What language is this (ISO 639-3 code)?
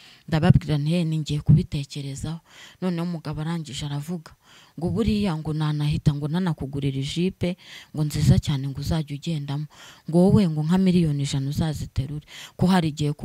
kin